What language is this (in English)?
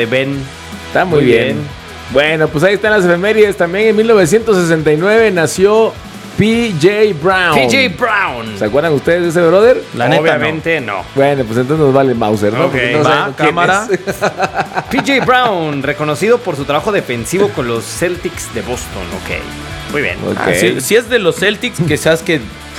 Spanish